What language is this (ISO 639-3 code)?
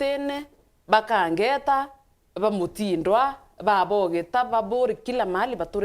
mer